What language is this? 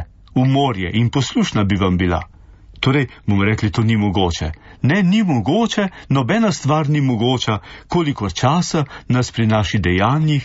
Slovenian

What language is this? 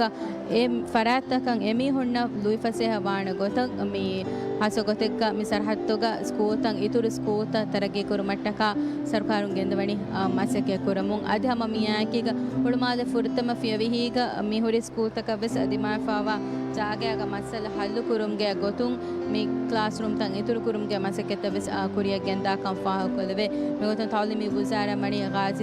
Divehi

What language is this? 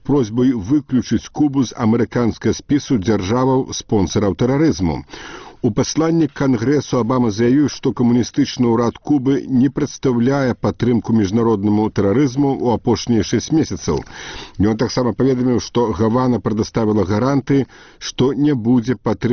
Belarusian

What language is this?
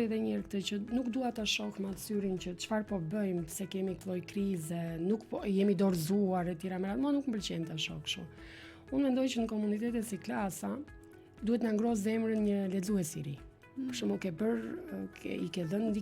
Albanian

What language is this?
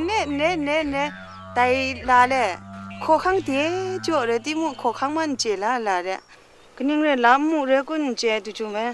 Kachin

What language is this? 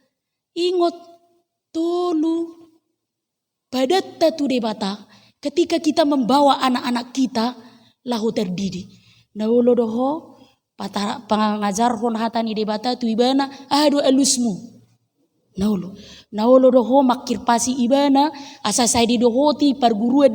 Batak Toba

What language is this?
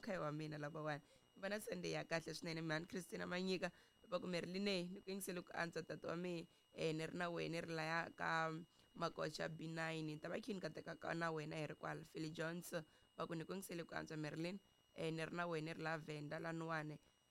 Tsonga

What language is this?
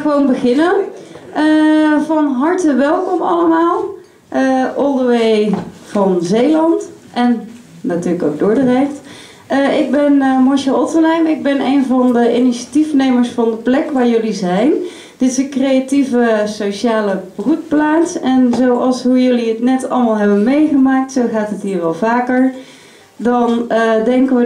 Dutch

